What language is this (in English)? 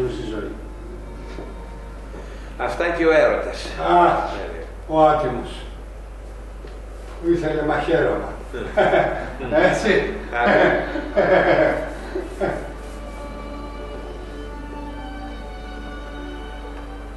Greek